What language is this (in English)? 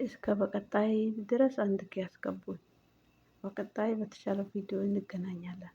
Amharic